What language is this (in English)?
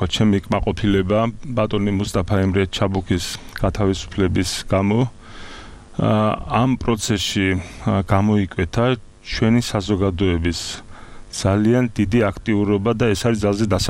Georgian